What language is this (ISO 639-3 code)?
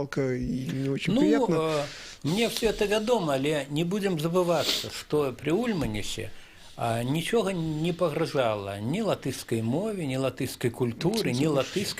bel